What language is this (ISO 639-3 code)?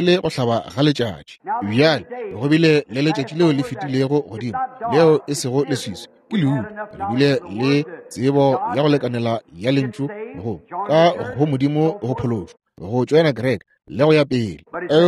nso